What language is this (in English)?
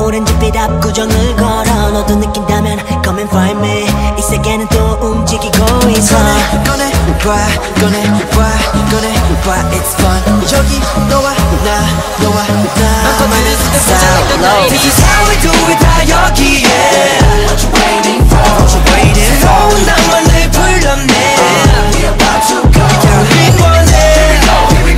Korean